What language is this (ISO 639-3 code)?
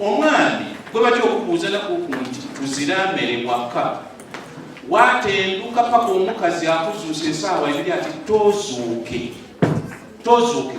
lug